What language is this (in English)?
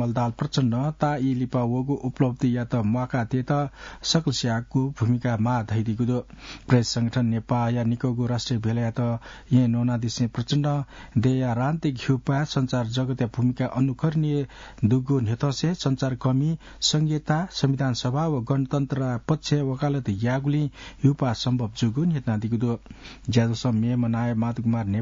Newari